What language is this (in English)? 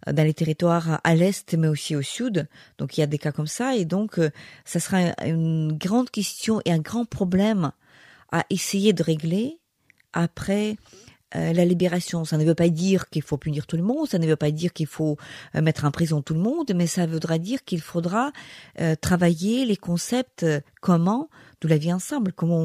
French